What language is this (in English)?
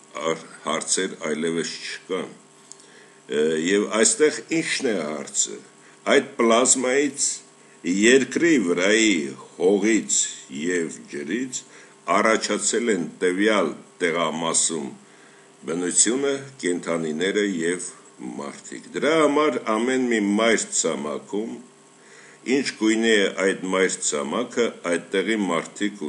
Armenian